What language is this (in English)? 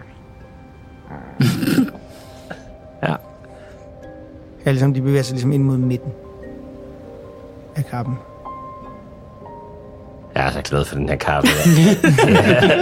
Danish